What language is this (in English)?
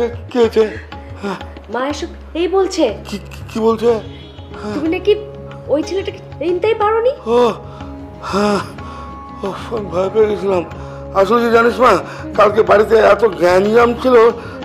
Bangla